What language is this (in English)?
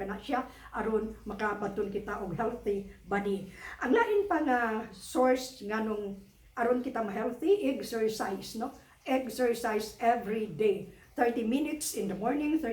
Cebuano